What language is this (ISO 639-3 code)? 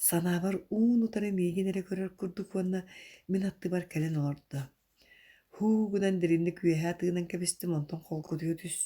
sah